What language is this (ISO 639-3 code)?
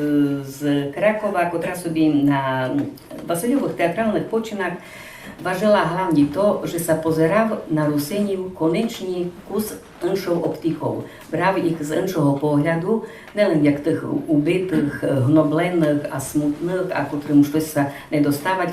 rue